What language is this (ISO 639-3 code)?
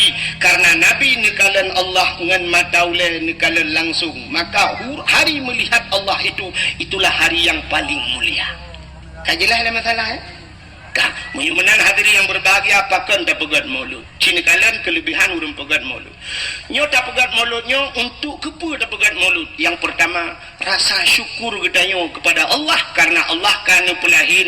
ace